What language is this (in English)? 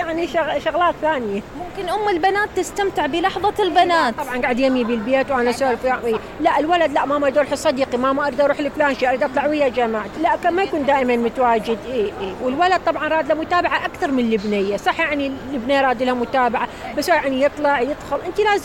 Mesopotamian Arabic